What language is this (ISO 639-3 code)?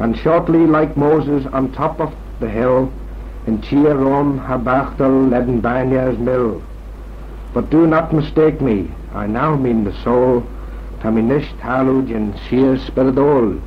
glv